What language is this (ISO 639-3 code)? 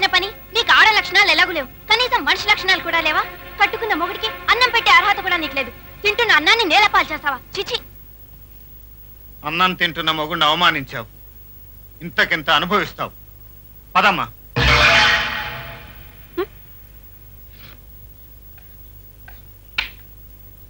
tel